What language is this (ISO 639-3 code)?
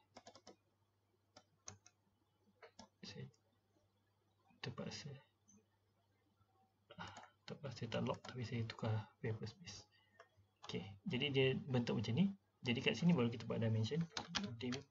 msa